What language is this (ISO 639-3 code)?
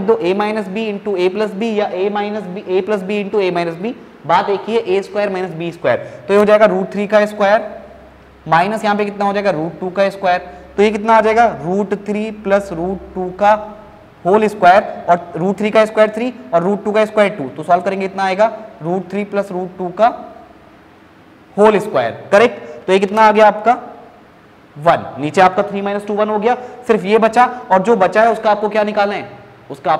hin